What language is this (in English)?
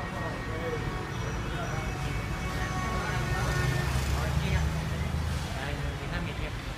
Filipino